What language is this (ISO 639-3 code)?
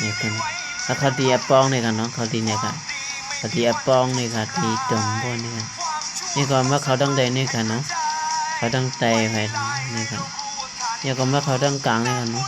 shn